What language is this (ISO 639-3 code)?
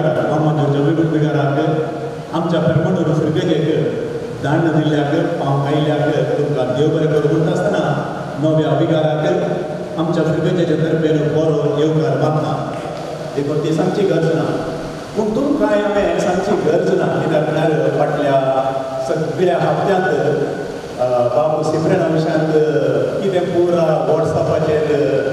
kok